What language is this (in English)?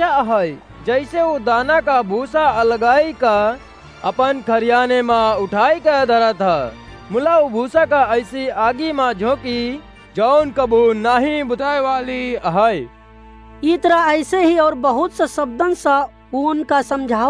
Awadhi